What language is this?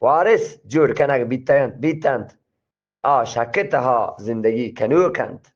Eastern Balochi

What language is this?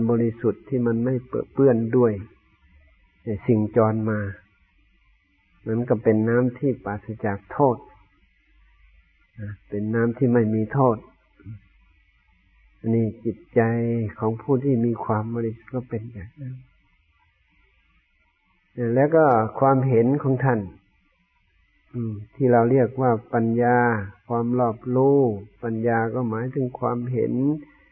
Thai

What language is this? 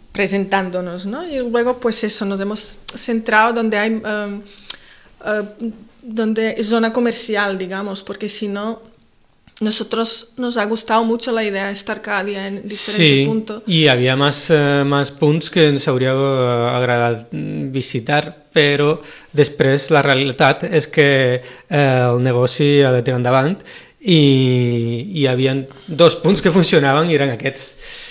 Catalan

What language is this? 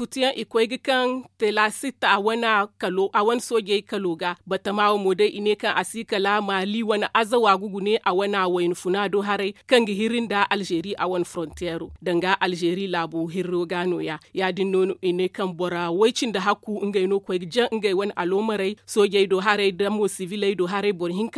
Zarma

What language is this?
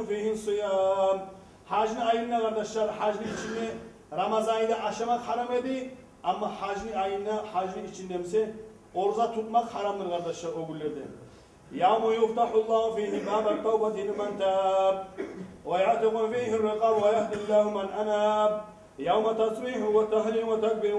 Kumyk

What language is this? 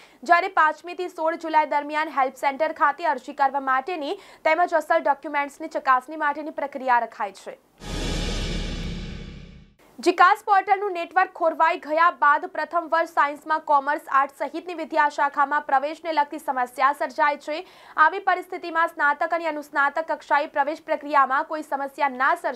Gujarati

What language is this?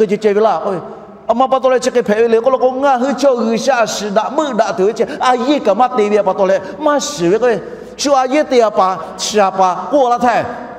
Lahu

